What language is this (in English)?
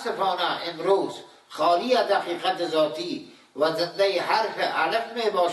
Persian